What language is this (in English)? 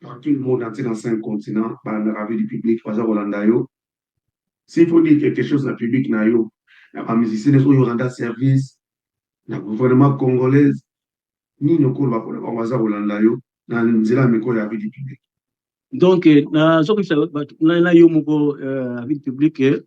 Lingala